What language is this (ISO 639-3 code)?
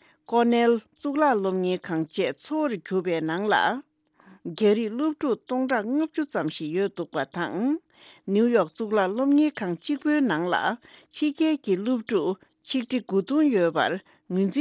bod